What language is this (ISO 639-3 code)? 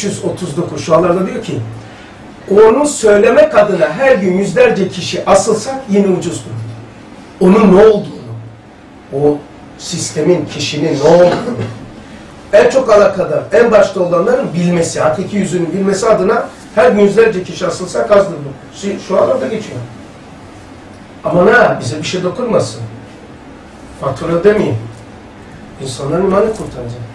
tur